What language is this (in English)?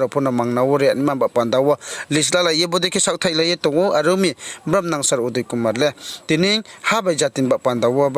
Riang (India)